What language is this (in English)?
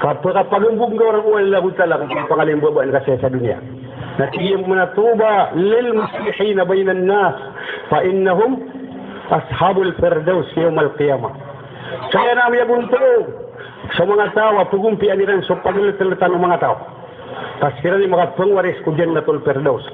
Maranao